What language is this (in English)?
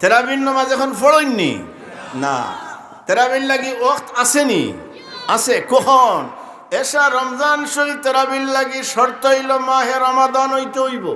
Sylheti